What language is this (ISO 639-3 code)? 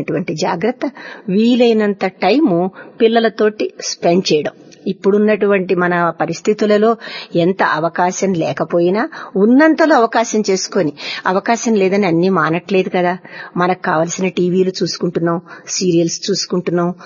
tel